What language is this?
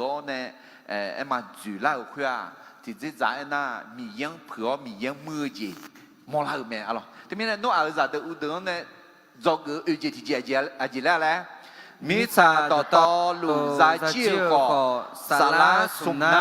Akha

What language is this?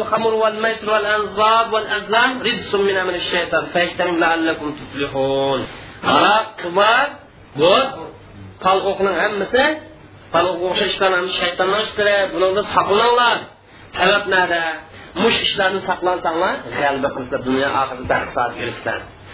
Uyghur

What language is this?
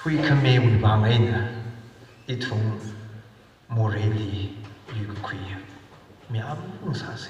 Tangkhul Naga (India)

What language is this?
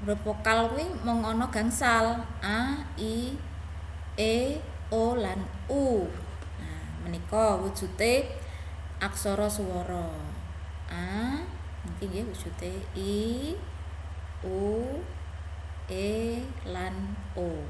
Javanese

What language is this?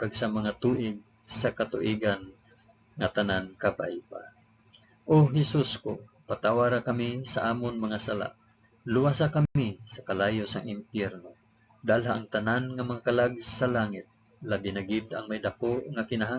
Hiligaynon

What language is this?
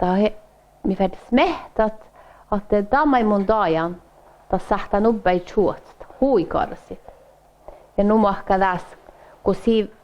Northern Sami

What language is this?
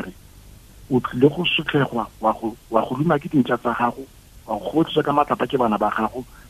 Tswana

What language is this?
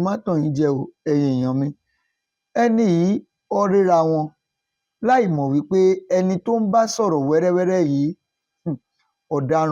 Yoruba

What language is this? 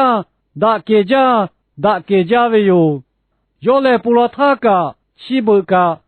Lahu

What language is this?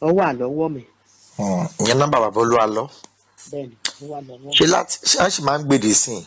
Yoruba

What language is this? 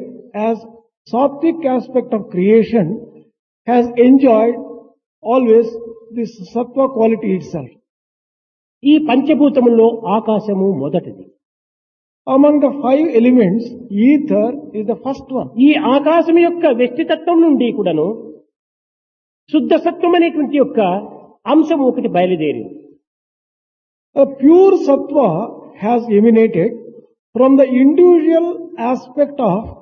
Telugu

